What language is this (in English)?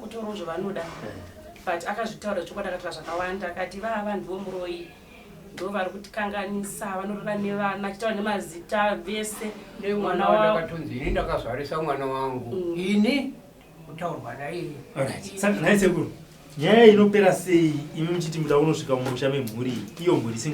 Shona